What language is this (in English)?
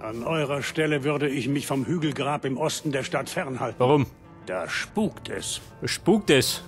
Bavarian